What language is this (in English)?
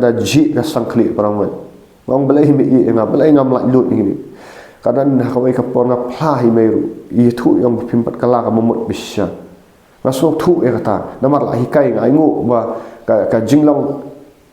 Khasi